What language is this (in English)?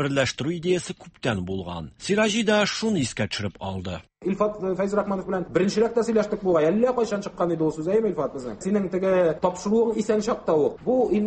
Tatar